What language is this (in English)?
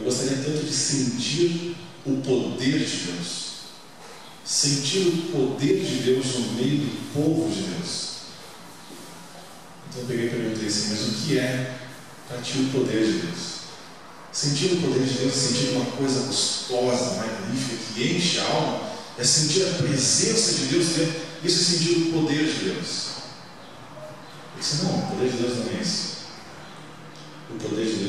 Portuguese